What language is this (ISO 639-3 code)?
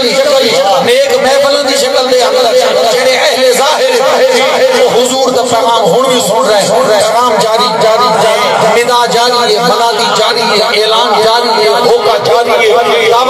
skr